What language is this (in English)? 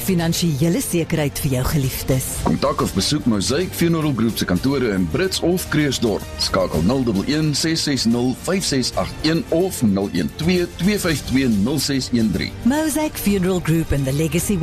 Afrikaans